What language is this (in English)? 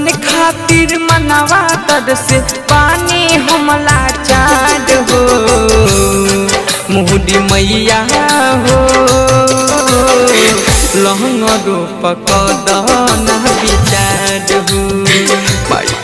Bhojpuri